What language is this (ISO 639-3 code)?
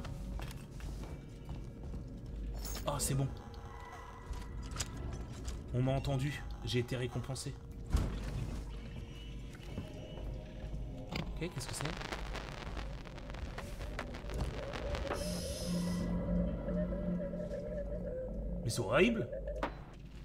fra